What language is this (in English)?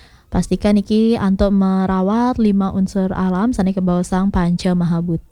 Balinese